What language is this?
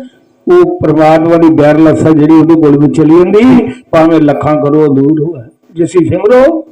Dogri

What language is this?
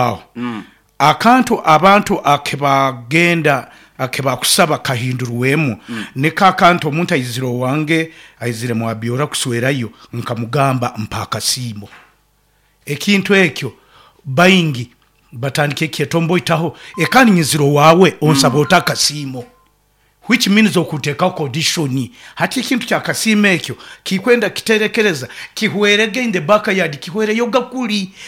Nyoro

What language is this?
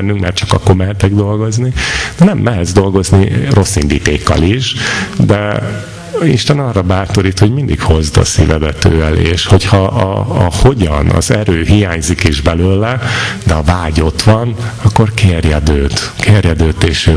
Hungarian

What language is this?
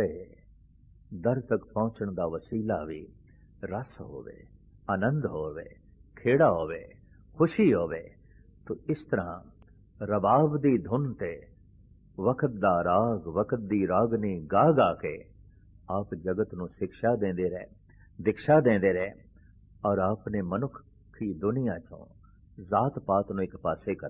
Punjabi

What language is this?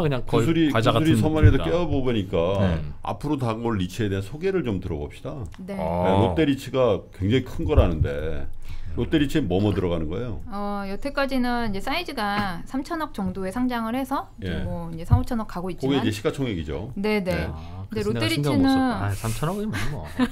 Korean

